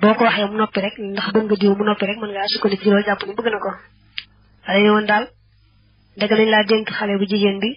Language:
Wolof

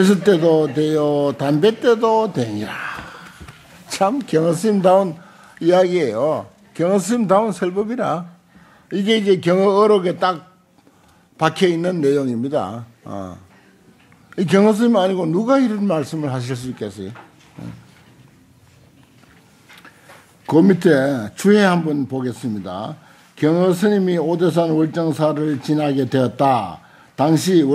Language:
Korean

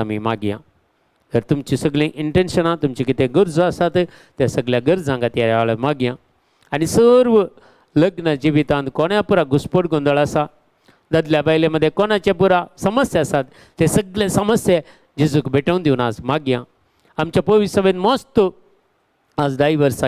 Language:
Konkani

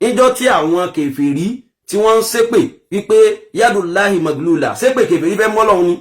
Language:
Yoruba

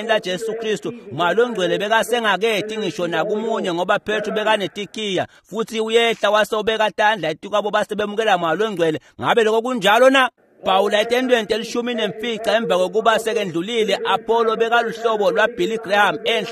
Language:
Swati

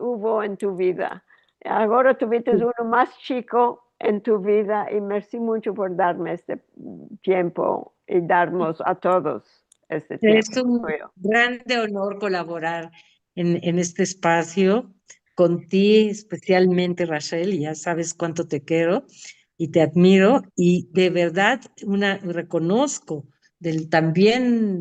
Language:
Ladino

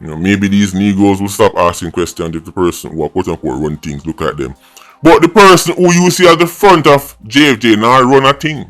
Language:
Jamaican Creole English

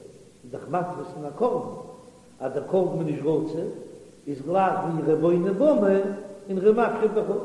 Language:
Yiddish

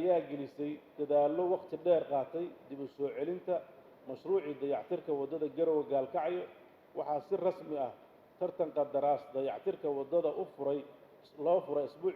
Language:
Somali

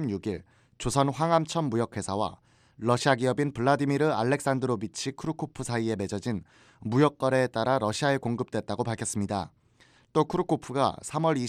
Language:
Korean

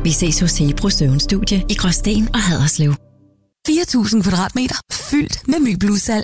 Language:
Danish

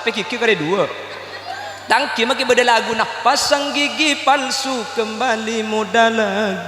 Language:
Madurese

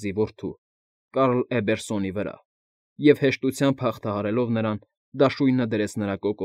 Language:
Armenian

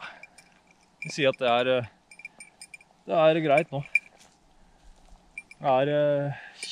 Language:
Norwegian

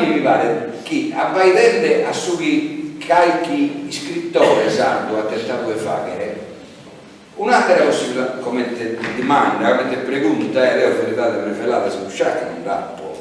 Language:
Sardinian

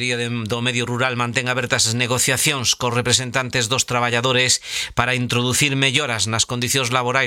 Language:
Galician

